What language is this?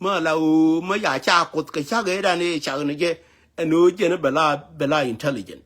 Nuer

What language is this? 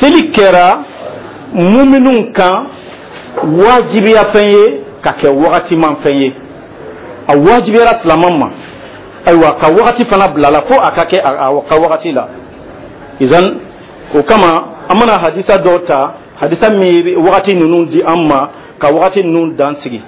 Dyula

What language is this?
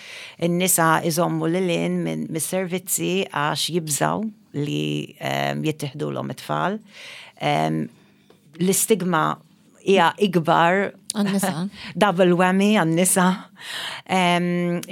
Maltese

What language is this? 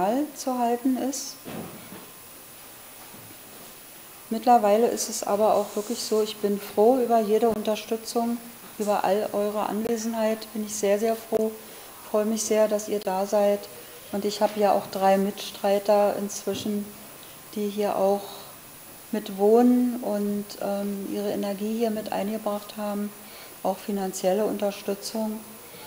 German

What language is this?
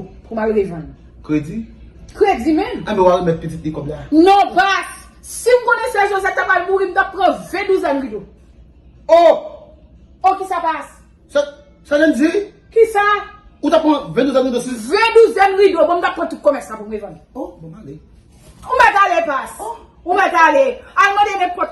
Haitian Creole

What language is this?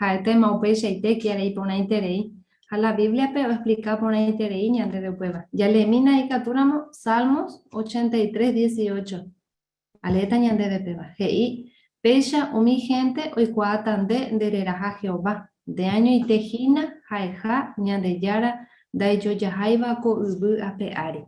Guarani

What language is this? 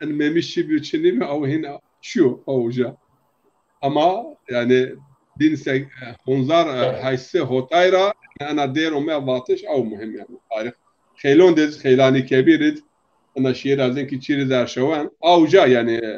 Zaza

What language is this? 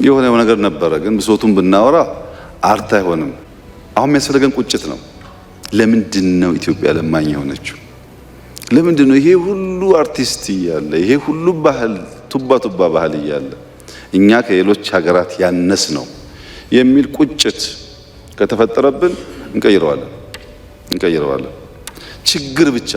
Amharic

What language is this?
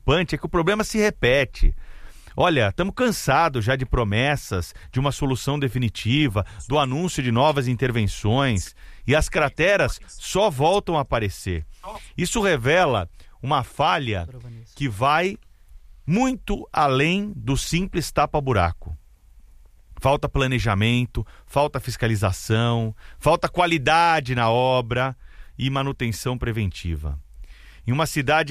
Portuguese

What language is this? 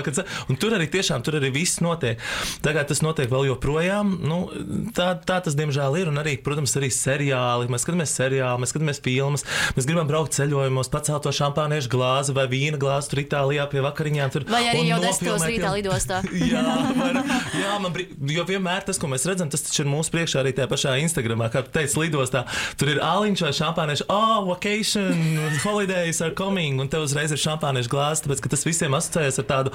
Latvian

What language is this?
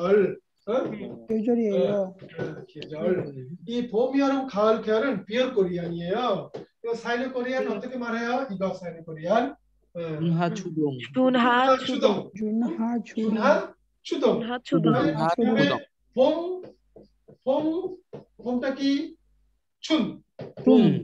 Korean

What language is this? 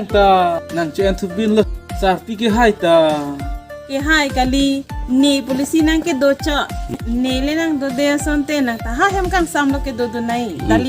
Karbi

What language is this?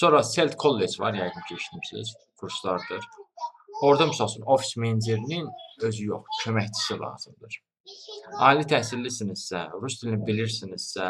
Azerbaijani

